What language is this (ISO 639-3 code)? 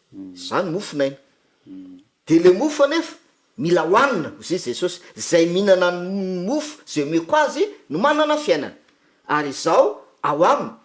mlg